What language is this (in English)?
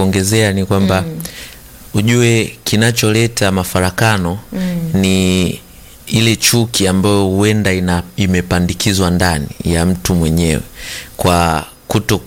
Swahili